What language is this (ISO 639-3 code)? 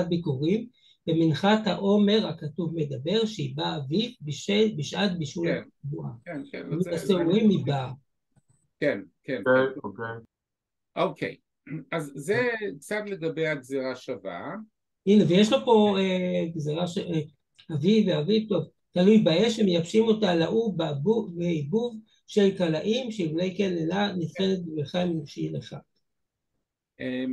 heb